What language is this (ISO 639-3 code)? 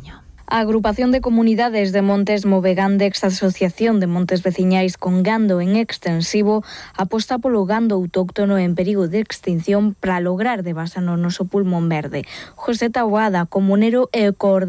glg